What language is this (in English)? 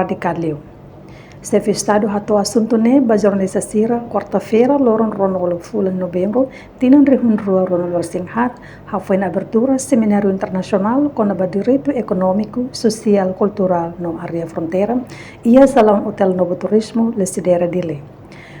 Tetum